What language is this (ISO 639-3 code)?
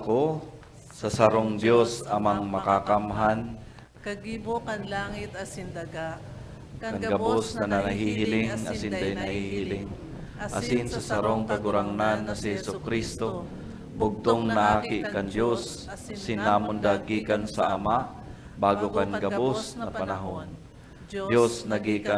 bik